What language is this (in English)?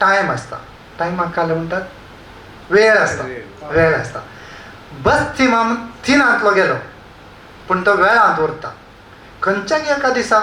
Konkani